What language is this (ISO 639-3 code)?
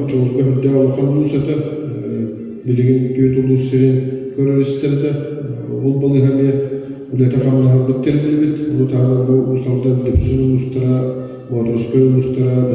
sah